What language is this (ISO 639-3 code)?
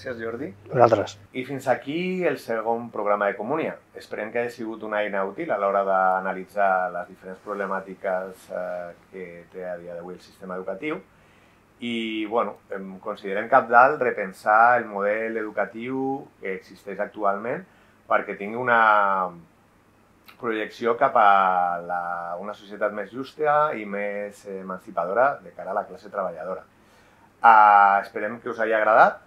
cat